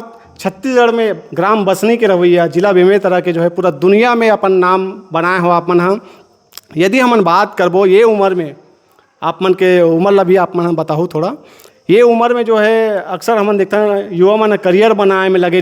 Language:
Chhattisgarhi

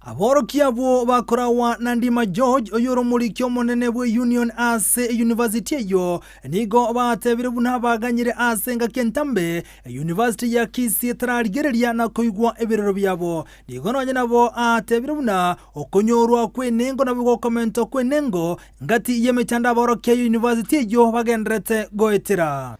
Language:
Gusii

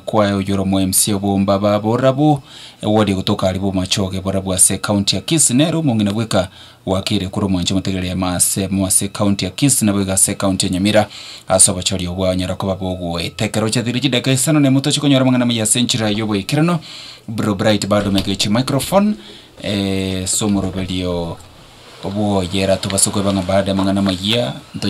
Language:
Gusii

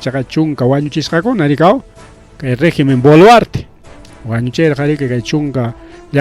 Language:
Ayacucho Quechua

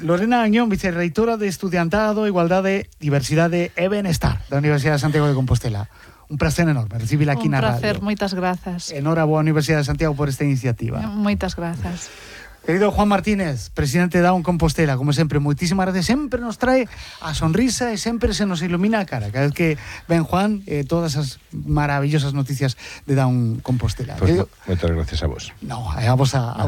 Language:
Galician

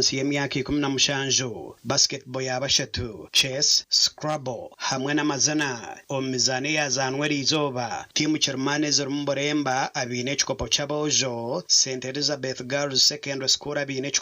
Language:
Nyankole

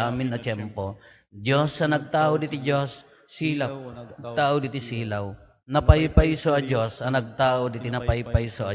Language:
Iloko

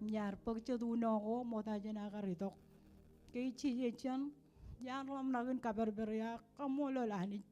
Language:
Marshallese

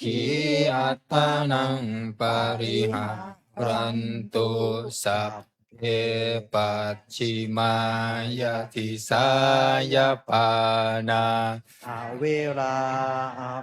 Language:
Pali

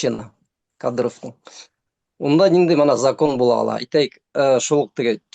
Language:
Bashkir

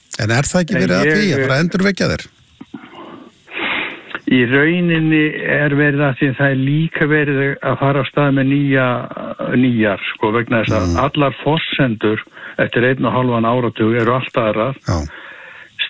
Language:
Icelandic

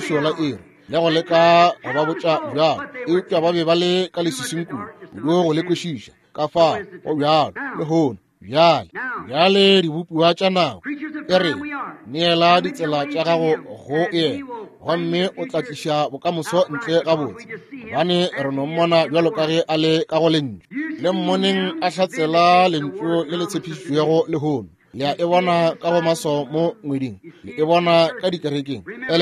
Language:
Northern Sotho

